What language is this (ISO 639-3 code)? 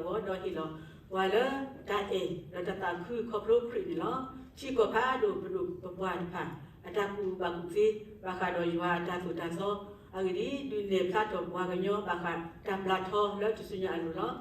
ksw